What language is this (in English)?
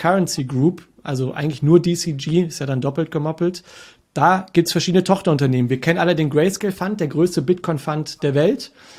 German